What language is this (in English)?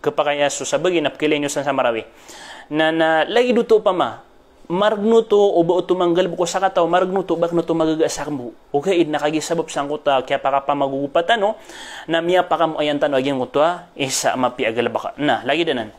Maranao